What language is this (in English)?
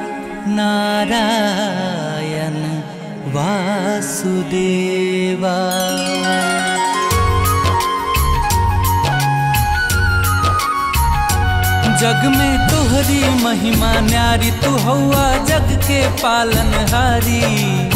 Bhojpuri